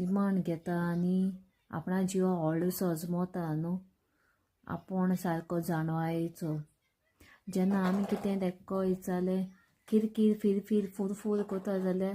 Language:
Konkani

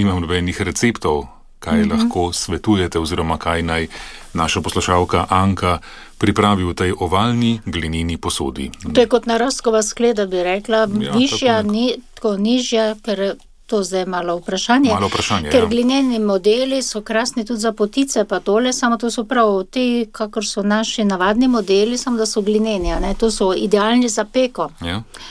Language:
Slovenian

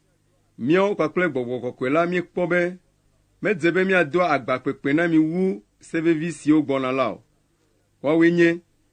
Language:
Ewe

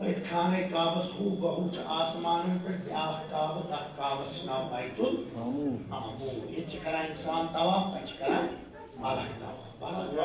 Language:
Kashmiri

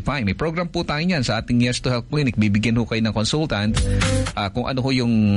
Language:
Filipino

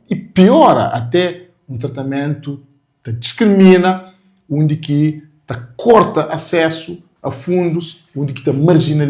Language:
Kabuverdianu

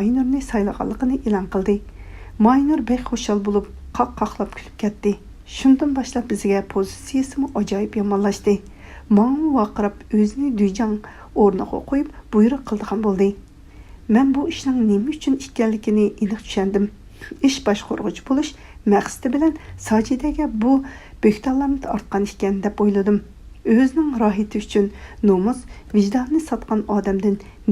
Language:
Uyghur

